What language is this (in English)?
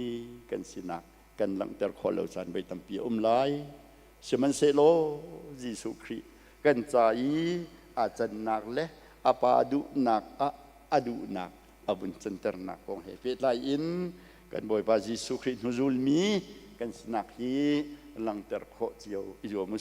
Hakha Chin